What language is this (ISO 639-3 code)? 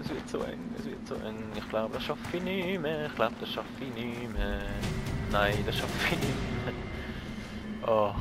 gsw